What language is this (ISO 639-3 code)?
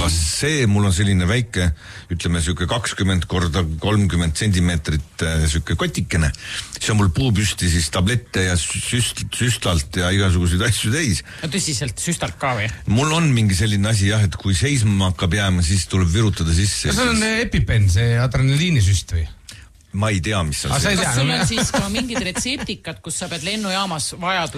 est